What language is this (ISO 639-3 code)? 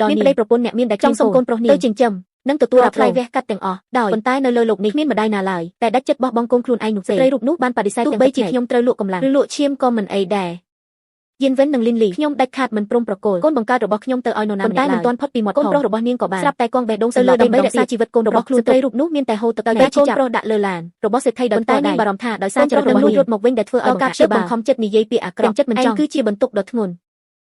khm